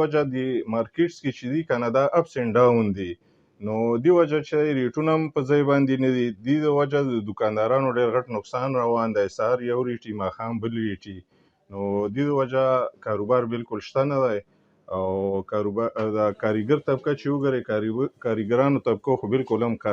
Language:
Pashto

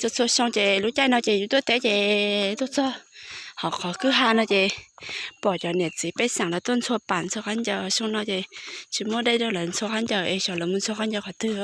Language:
Hmong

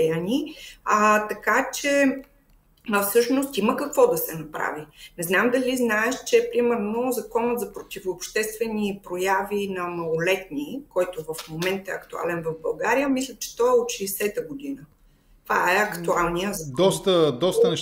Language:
Bulgarian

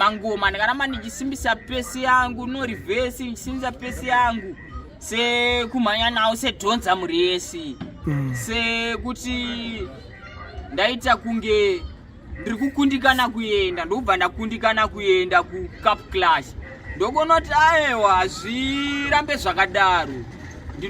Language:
Shona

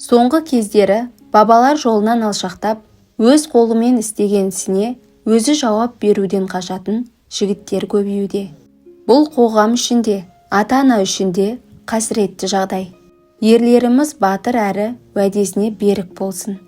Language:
Kazakh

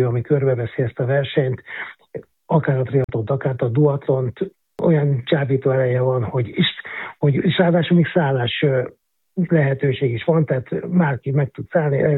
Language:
Hungarian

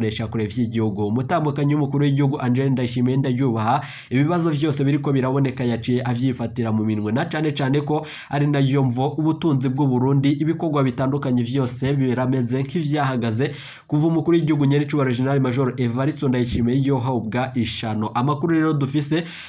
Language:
Rundi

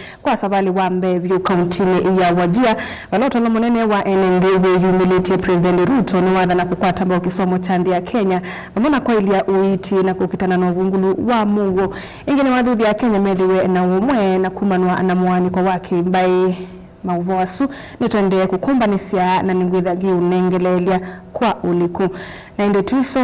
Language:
Kamba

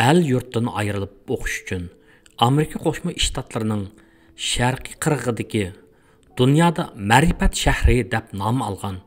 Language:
Uyghur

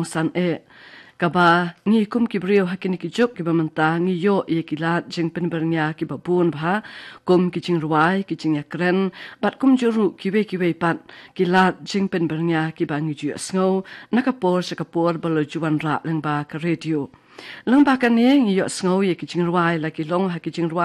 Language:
Khasi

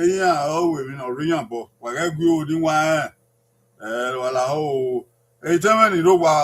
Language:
Bini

